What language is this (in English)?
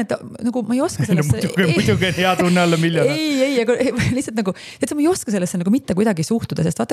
Estonian